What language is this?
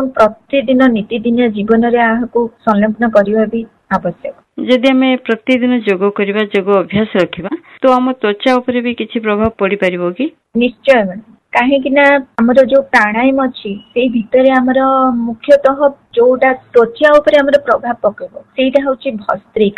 Odia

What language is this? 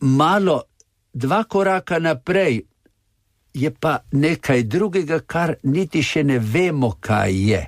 Slovenian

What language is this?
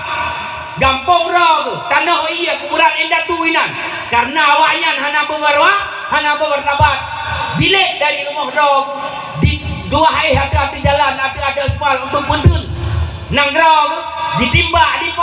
Achinese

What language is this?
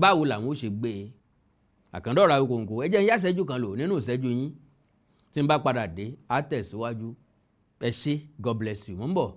Yoruba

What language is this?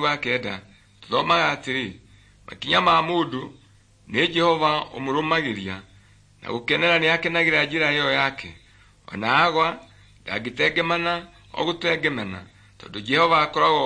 Kikuyu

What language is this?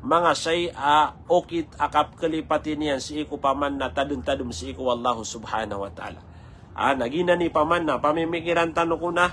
Maranao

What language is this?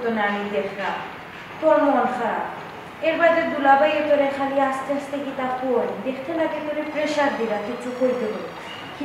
Sylheti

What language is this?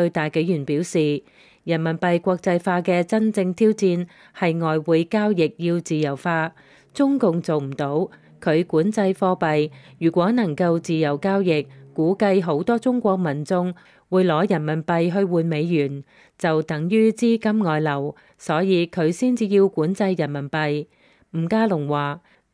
Cantonese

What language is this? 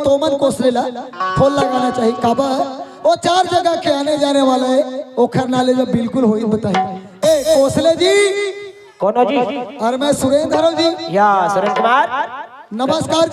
Chhattisgarhi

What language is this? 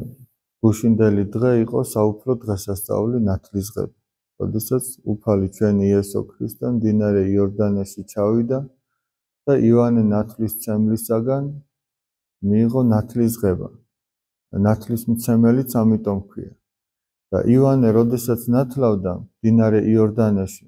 Georgian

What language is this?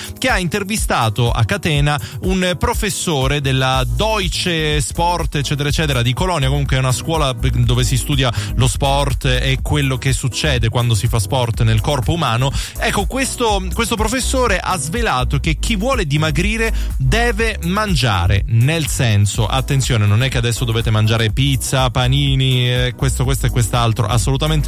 Italian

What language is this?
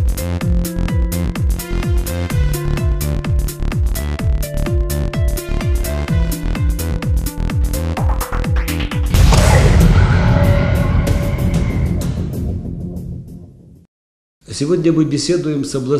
Russian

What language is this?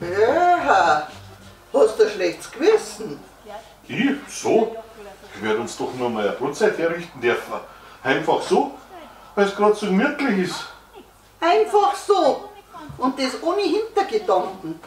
Bavarian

